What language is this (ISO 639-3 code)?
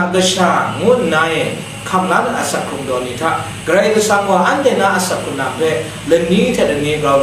kac